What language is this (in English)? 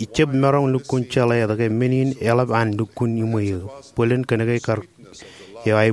Marshallese